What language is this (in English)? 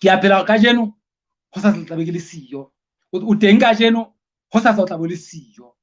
Southern Sotho